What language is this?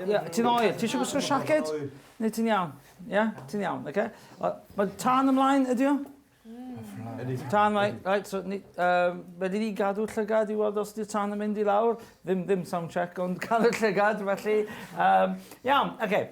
Welsh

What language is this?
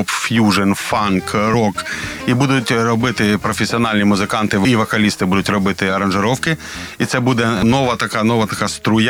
Ukrainian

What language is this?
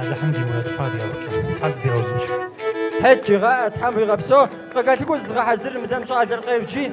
Kabardian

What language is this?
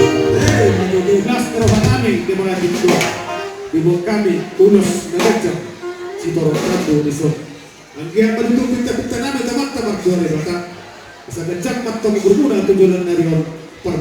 Batak Toba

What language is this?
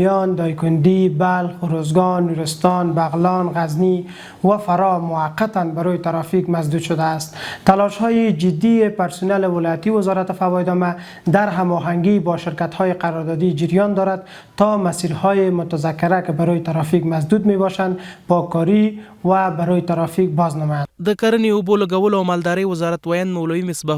Pashto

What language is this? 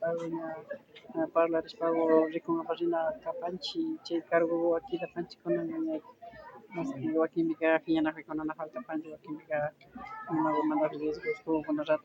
Imbabura Highland Quichua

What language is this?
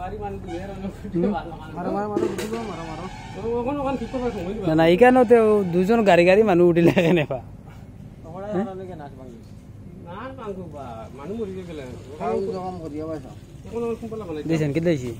Sylheti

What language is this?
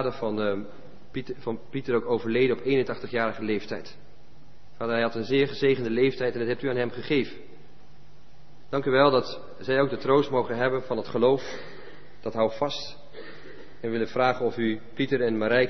Dutch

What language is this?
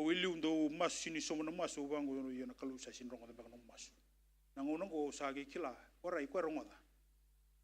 Fijian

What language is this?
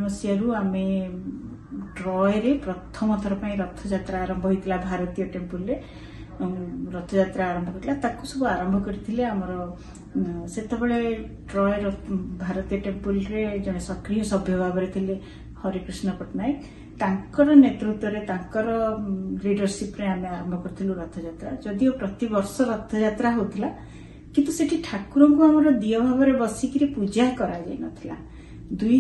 Odia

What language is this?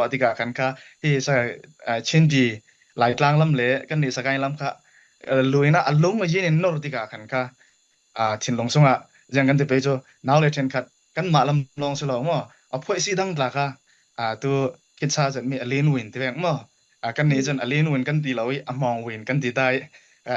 Falam Chin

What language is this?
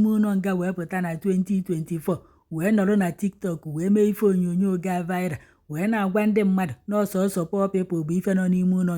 Igbo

